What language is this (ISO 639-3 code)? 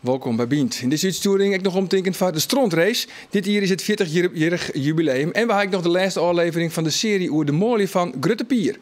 fry